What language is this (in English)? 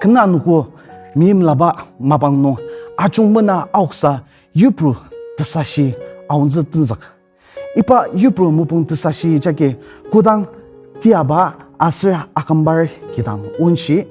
Ao Naga